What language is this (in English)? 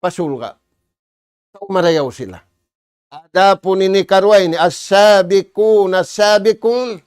Tausug